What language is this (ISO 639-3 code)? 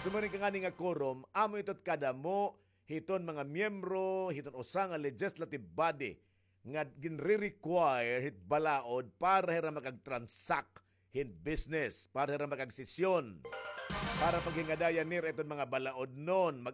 war